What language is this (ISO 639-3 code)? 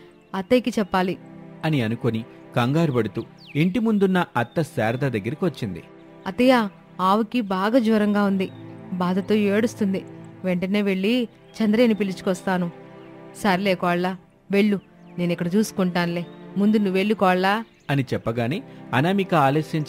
tel